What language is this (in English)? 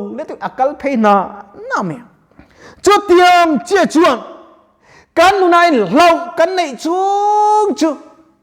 Mizo